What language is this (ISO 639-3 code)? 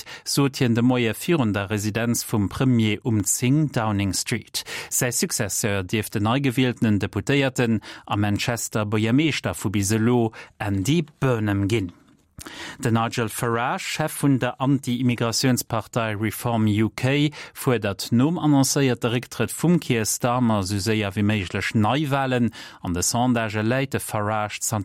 ltz